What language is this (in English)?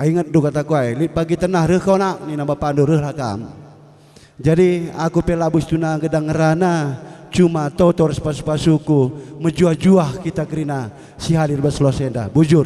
Batak Karo